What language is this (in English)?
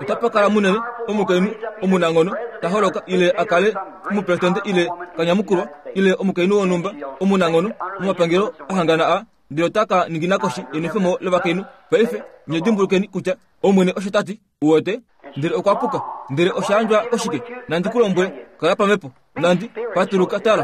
Kuanyama